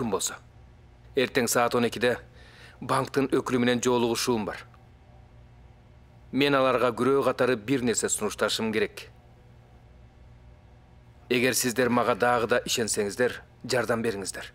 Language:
Kyrgyz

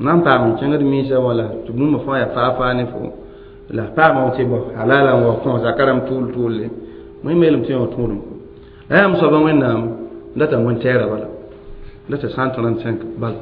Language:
Mossi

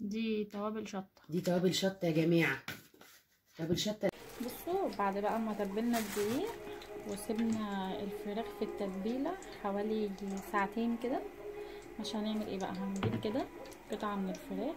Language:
Egyptian Arabic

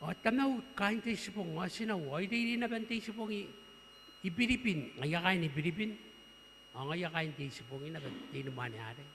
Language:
Gilbertese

